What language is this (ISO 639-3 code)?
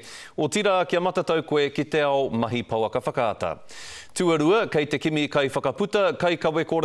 mri